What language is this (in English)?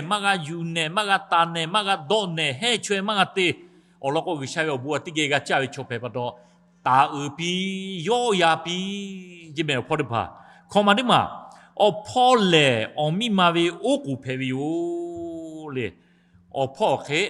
Lahu